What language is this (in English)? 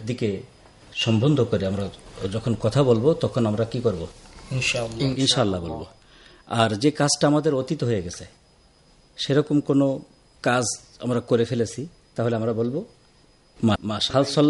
Bangla